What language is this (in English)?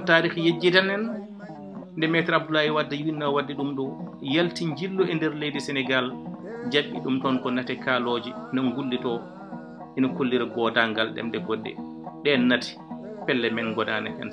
Fula